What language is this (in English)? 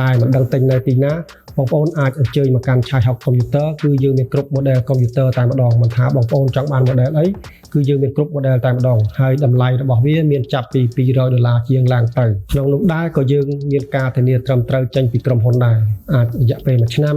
Khmer